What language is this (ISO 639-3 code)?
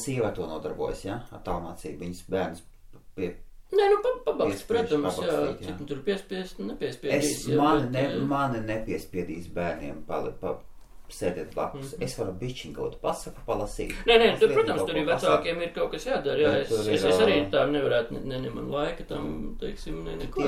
lav